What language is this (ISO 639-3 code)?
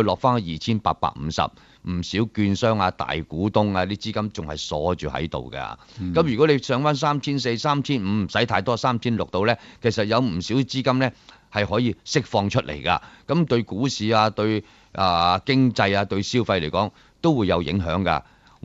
yue